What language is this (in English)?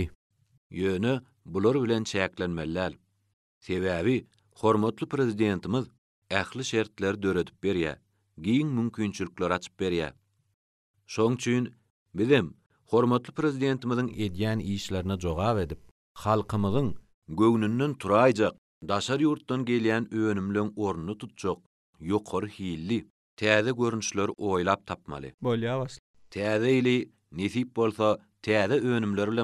Turkmen